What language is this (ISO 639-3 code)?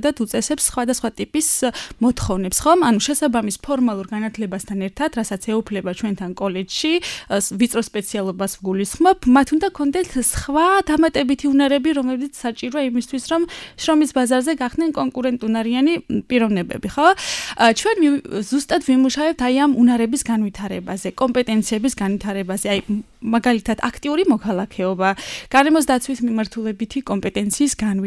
kat